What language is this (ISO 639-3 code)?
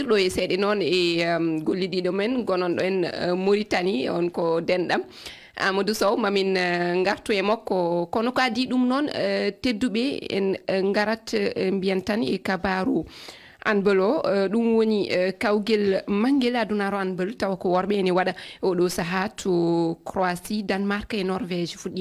ful